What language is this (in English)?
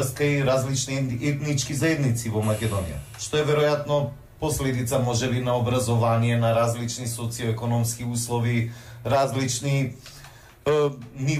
Macedonian